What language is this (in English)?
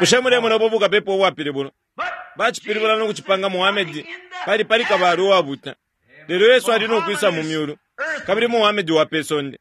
Bemba